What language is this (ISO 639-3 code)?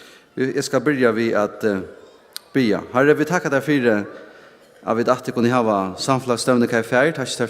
fao